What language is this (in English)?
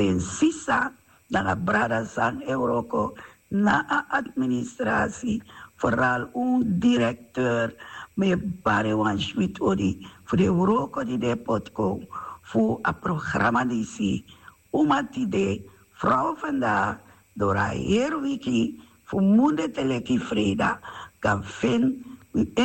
Sranan Tongo